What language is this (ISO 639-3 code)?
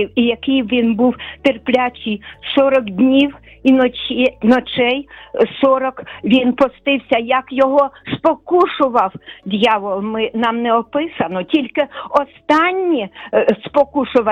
ukr